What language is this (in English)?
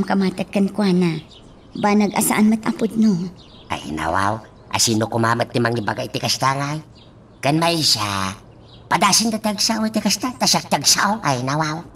Iloko